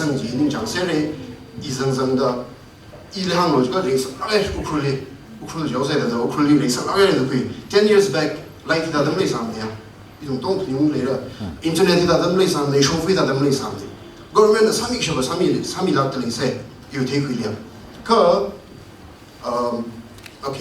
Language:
Tangkhul Naga (India)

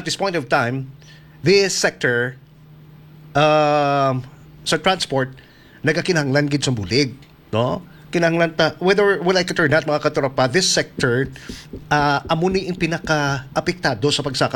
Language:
Hiligaynon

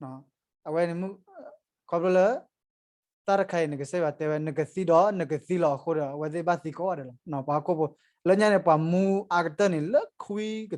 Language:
S'gaw Karen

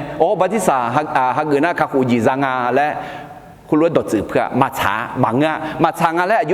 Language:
Akha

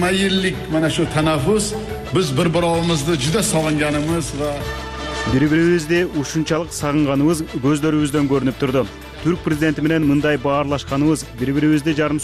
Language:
Kyrgyz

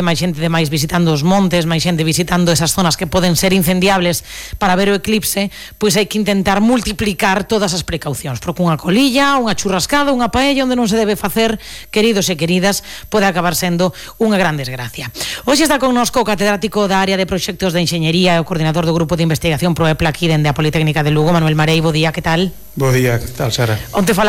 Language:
Galician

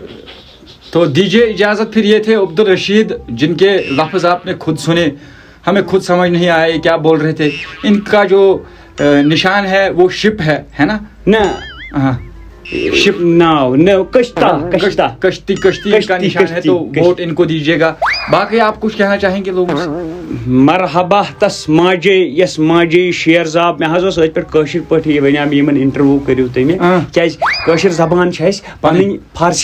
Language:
Kashmiri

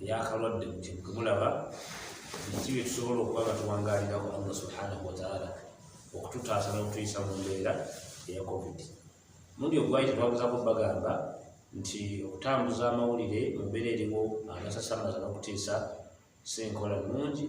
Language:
Ganda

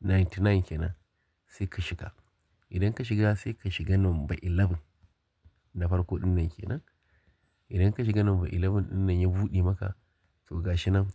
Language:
Hausa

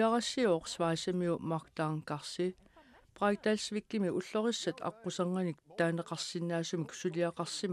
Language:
Kalaallisut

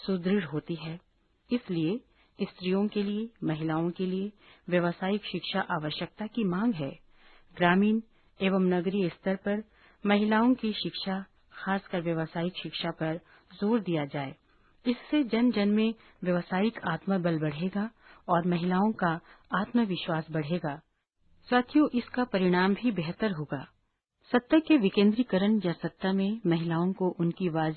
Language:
Hindi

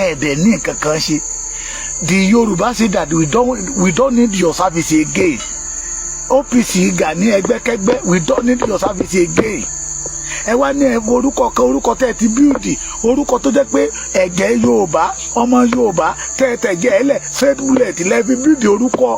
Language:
Yoruba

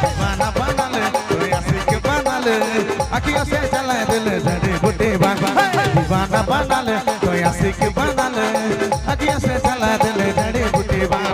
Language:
Sadri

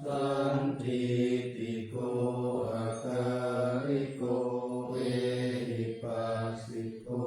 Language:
Pali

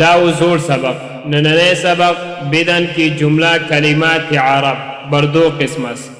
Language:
Pashto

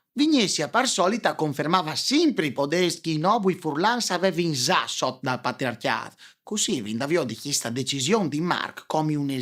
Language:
Friulian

